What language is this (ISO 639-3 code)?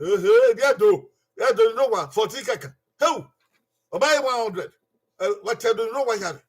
bin